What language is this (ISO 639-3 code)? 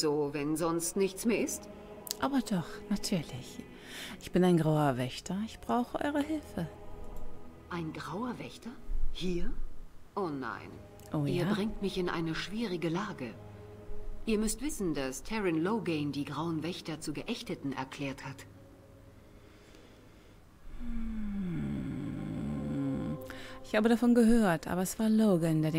deu